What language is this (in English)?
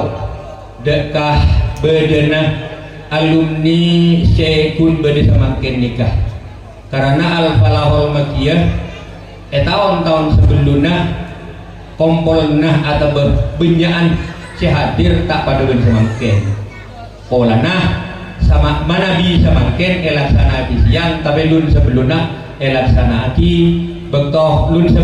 Madurese